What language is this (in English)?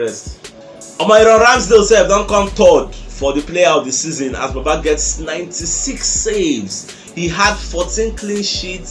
Nigerian Pidgin